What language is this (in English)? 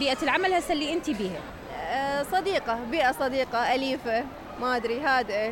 Mesopotamian Arabic